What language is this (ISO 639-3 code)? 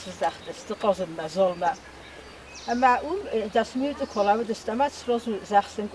oss